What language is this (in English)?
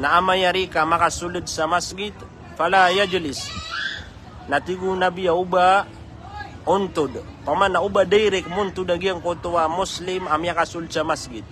Maranao